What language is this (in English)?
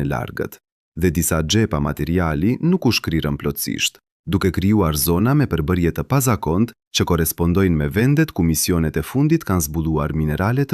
Albanian